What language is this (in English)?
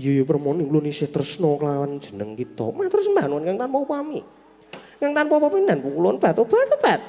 Javanese